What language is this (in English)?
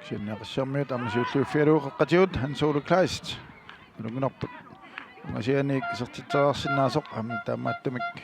Kalaallisut